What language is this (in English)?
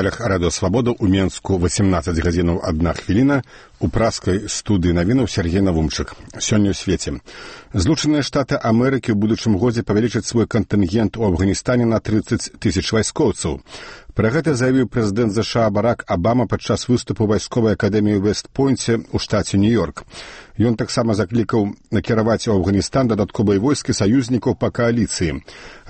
Belarusian